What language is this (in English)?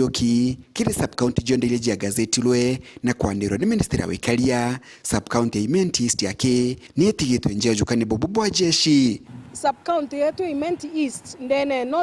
Meru